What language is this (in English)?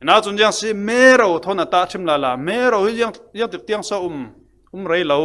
Falam Chin